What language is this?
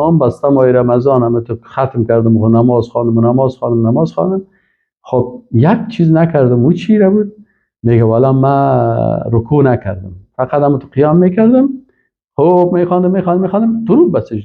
Persian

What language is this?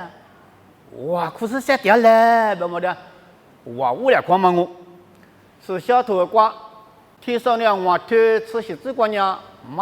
Lisu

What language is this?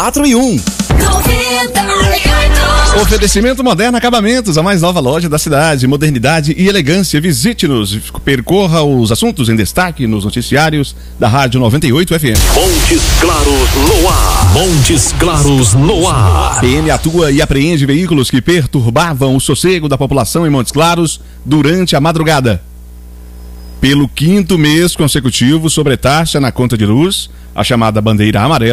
Portuguese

